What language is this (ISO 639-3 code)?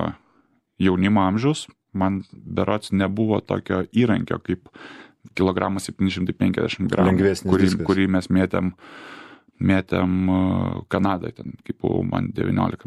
lit